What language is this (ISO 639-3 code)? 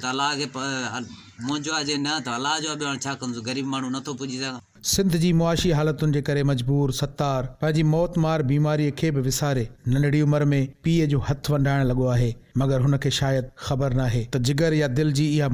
snd